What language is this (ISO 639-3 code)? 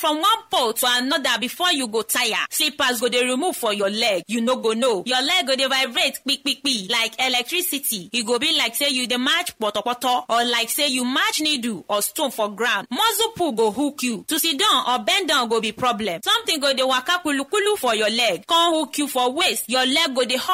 pcm